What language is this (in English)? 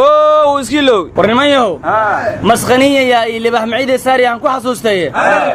Somali